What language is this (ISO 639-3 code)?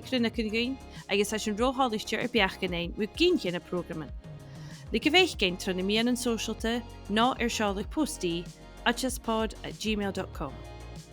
gla